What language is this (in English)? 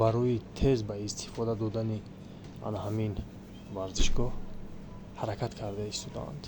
Tajik